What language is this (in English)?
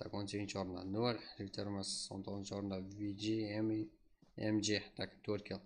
Kara-Kalpak